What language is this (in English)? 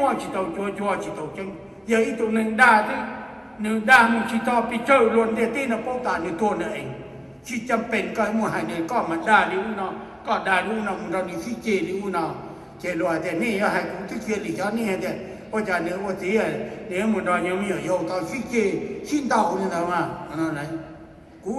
Hmong